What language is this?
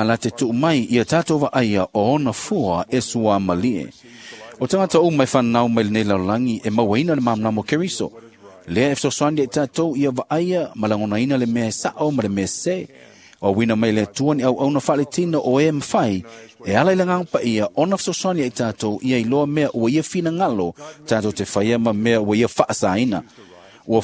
Samoan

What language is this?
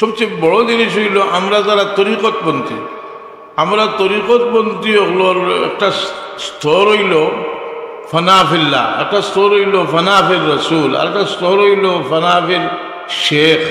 Sylheti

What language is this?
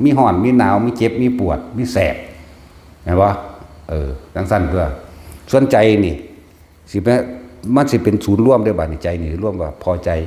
Northeastern Thai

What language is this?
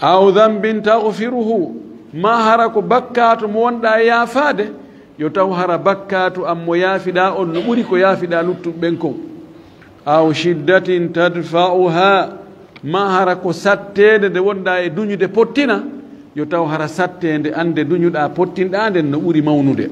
Fula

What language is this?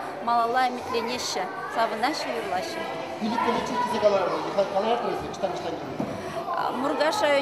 Chuvash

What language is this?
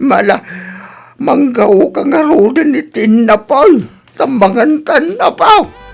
Iloko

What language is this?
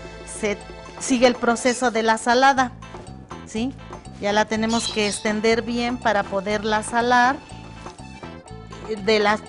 Spanish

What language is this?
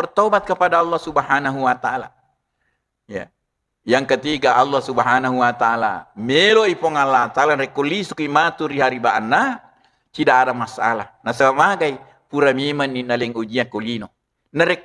Buginese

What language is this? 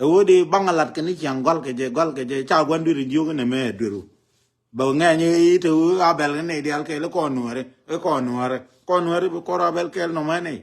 Nuer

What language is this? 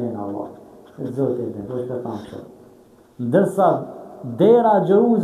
Albanian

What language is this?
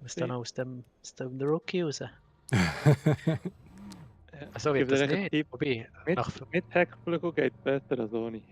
Swiss German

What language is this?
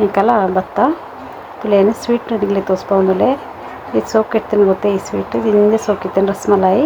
Tulu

